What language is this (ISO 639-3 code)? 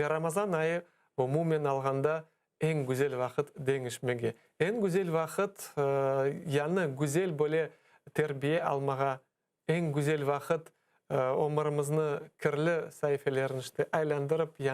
crh